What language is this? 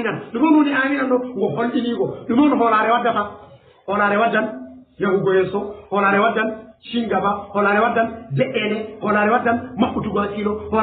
Fula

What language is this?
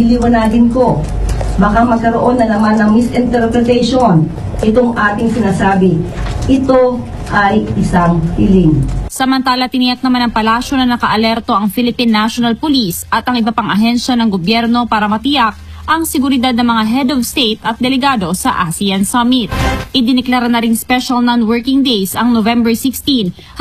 Filipino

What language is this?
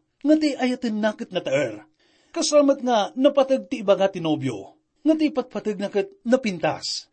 Iloko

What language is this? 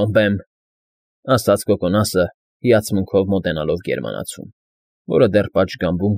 Armenian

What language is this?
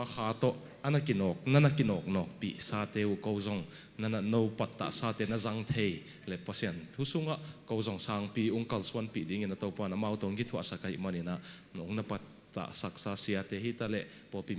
Tedim Chin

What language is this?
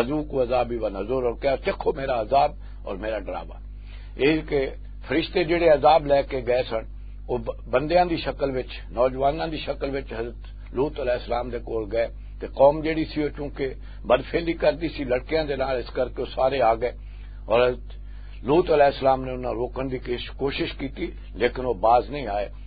Western Panjabi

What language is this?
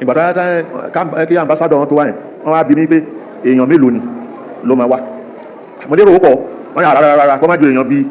Yoruba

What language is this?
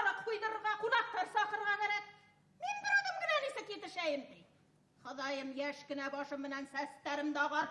Bashkir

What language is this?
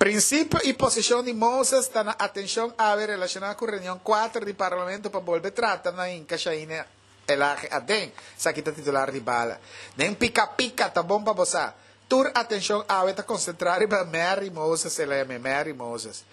Papiamento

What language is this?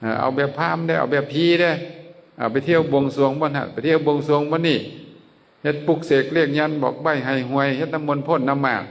Lao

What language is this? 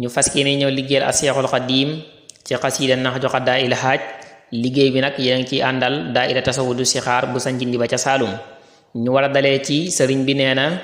Wolof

